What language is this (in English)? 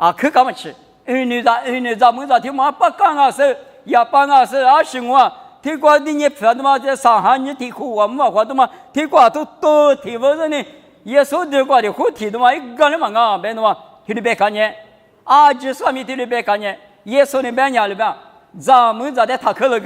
Lisu